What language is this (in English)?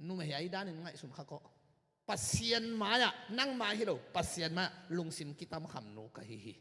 Tedim Chin